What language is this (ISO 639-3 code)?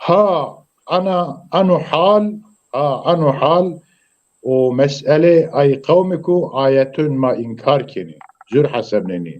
zza